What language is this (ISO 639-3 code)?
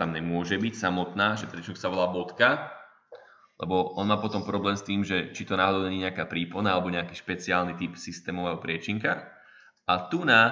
slk